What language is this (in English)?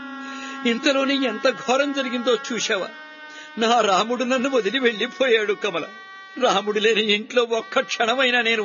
Telugu